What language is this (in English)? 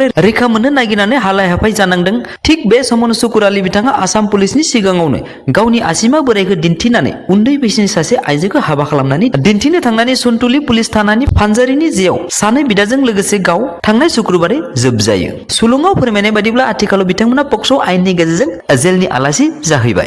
Bodo